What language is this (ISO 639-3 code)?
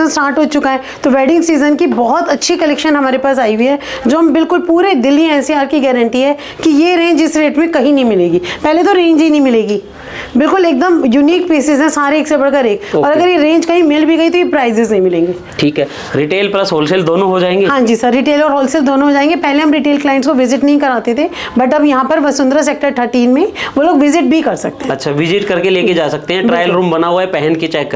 hin